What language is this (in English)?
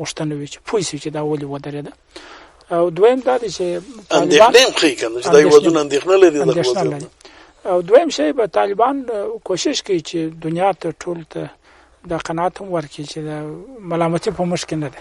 Pashto